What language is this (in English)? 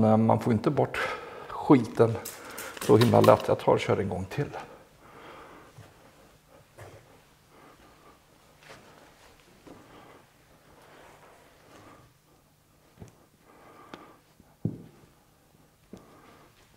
Swedish